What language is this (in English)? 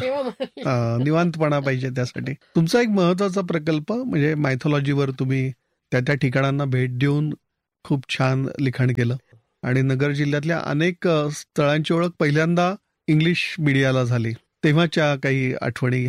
Marathi